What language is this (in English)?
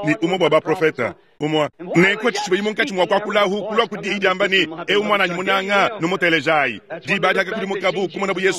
Luba-Lulua